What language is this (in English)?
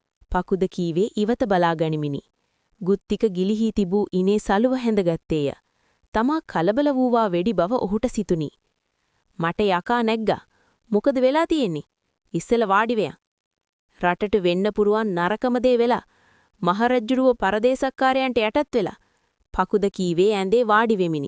Sinhala